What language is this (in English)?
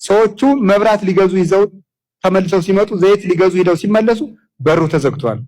Amharic